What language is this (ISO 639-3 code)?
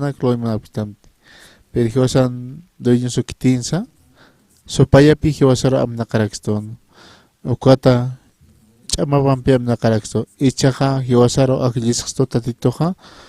aym